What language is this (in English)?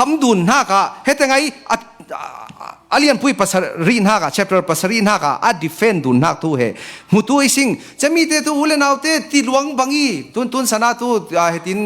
Falam Chin